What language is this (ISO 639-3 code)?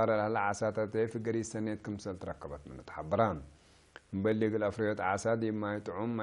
tig